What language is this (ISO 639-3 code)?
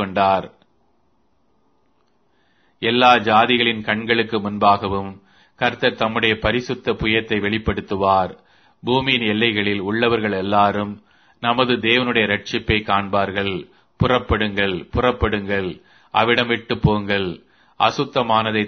tam